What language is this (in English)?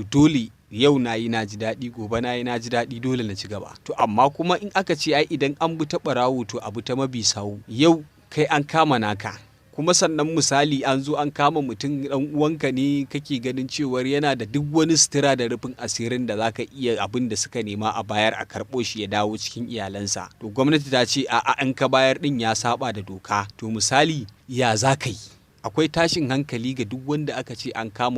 Hausa